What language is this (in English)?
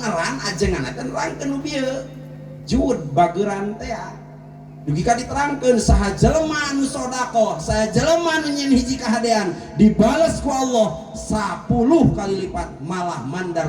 Sundanese